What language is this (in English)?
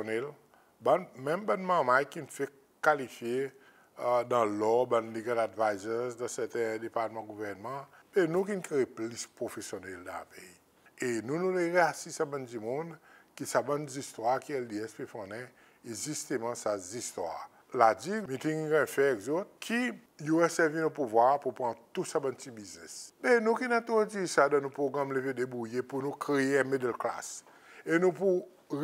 Seselwa Creole French